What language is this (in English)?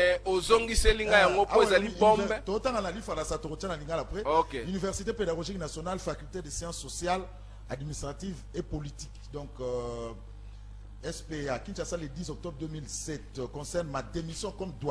Lingala